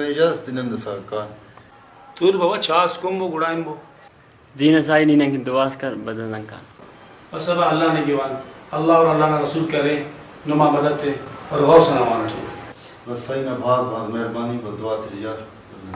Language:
Brahui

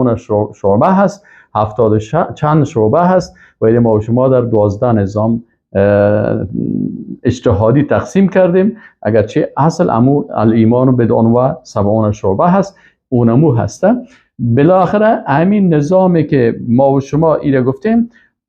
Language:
Persian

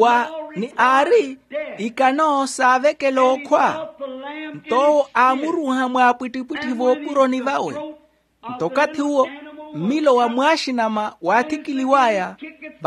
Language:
Makhuwa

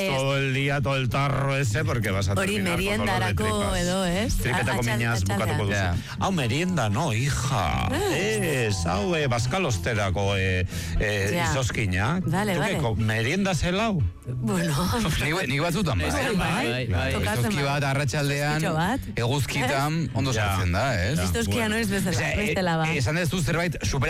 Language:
Basque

